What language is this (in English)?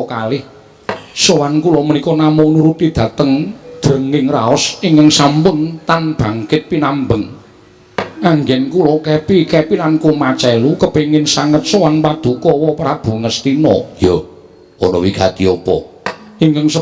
Javanese